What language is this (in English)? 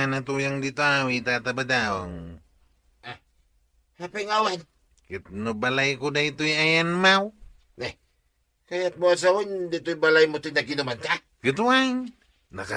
Iloko